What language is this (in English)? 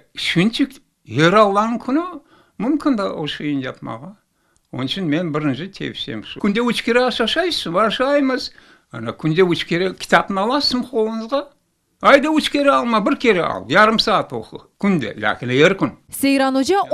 Crimean Tatar